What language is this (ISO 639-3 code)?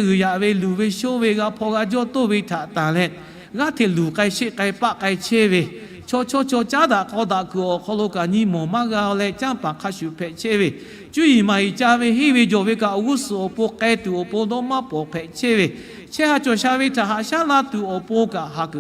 lhu